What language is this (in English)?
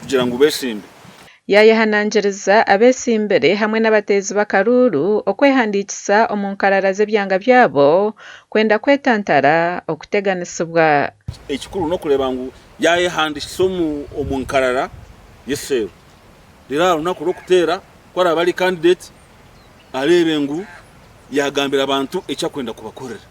Nyankole